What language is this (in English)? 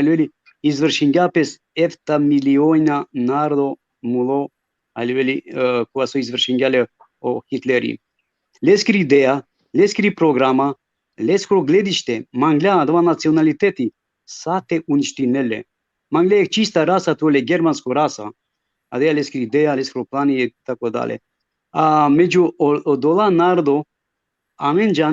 Balkan Romani